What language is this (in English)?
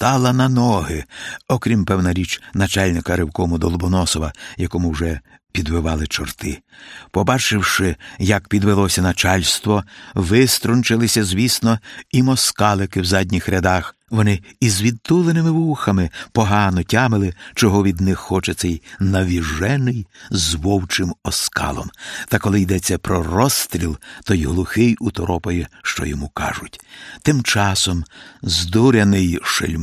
Ukrainian